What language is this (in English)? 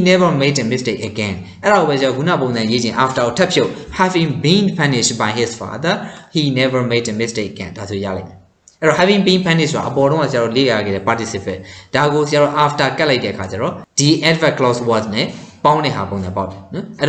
Burmese